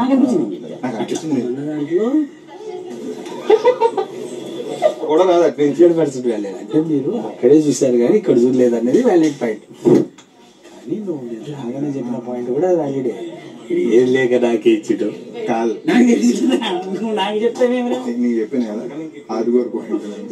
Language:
Telugu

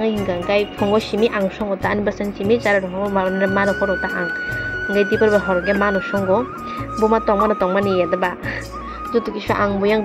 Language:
Kok Borok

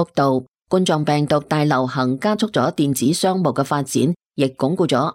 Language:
Cantonese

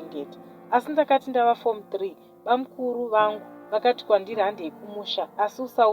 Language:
Shona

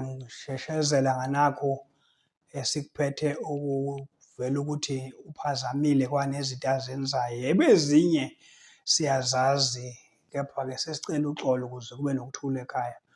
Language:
Zulu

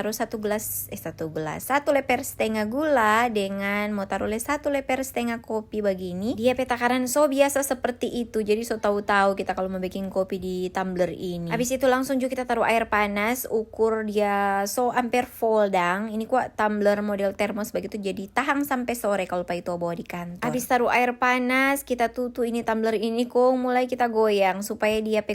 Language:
Manado Malay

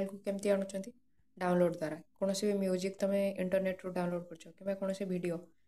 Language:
Odia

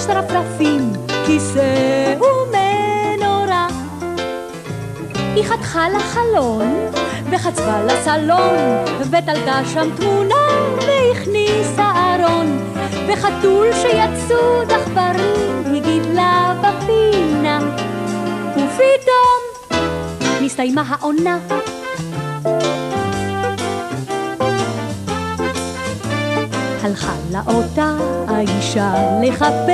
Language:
Hebrew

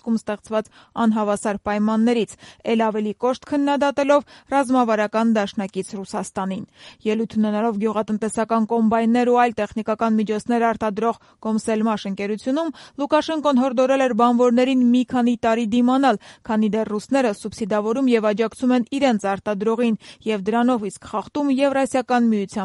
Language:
Armenian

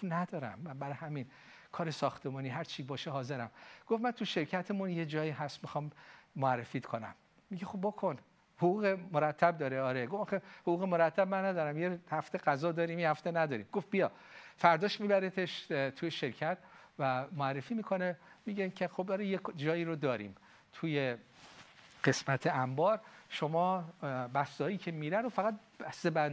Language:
Persian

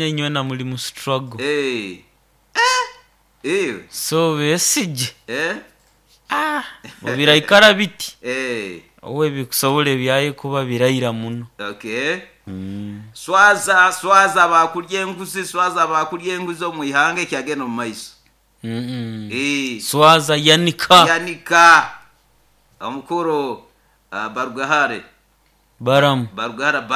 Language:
Nyoro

